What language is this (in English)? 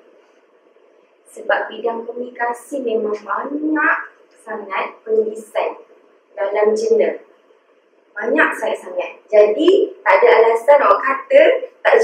Malay